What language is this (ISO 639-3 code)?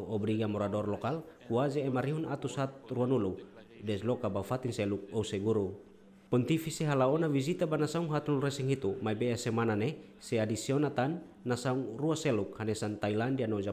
tet